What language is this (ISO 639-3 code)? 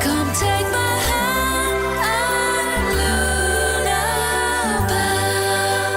tsn